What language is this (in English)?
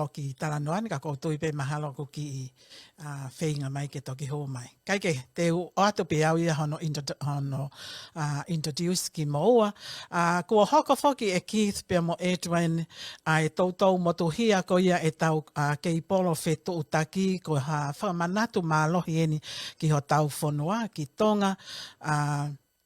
Tongan